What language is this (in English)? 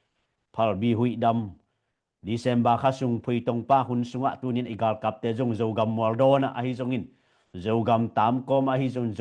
Tedim Chin